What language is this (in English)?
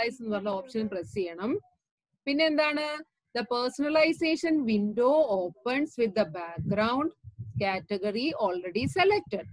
Malayalam